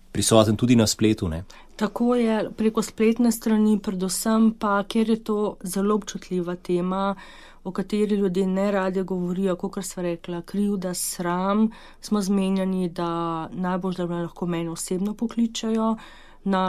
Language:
Slovenian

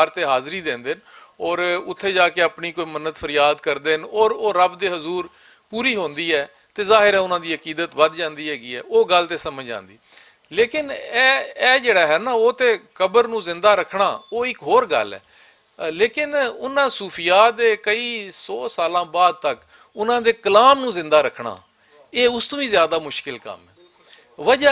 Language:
Western Panjabi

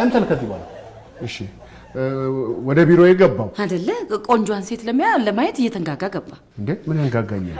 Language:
Amharic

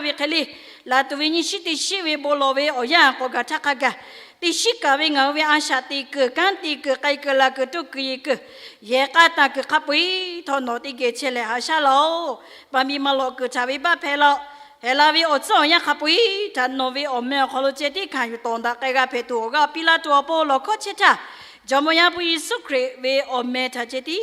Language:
Lahu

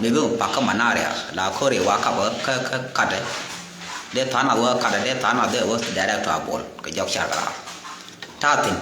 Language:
Nuer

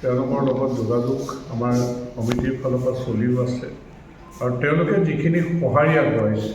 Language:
Assamese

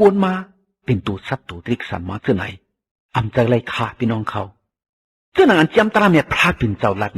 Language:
Shan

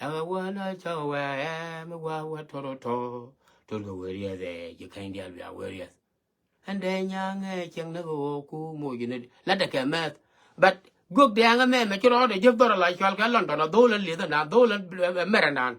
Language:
Nuer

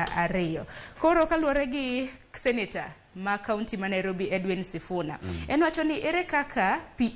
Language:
Luo (Kenya and Tanzania)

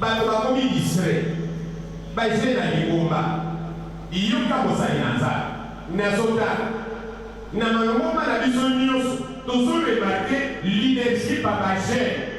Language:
Lingala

